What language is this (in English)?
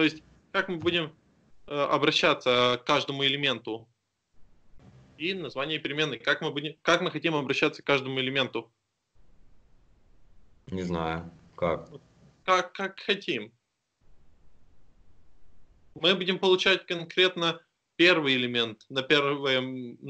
Russian